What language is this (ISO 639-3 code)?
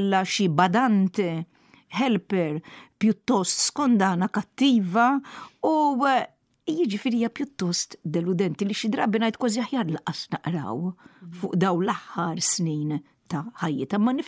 mlt